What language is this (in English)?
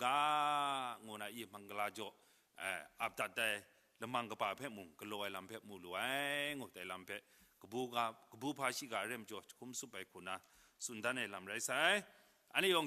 Kachin